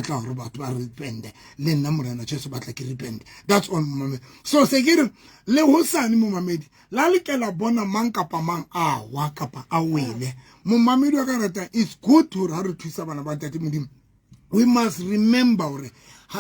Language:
Southern Sotho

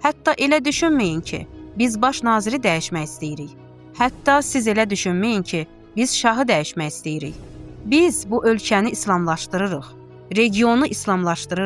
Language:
Azerbaijani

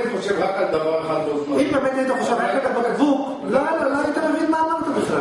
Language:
Hebrew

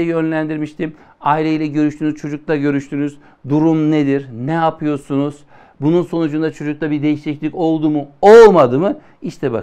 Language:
Turkish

